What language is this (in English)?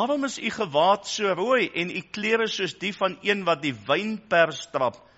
Afrikaans